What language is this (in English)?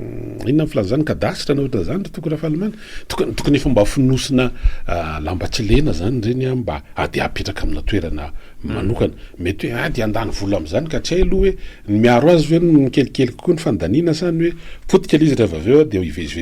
Malagasy